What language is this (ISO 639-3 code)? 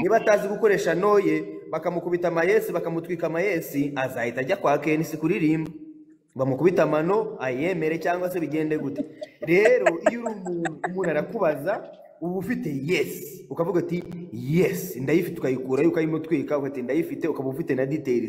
kin